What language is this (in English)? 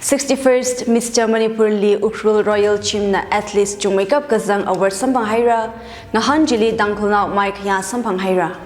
Tangkhul Naga (India)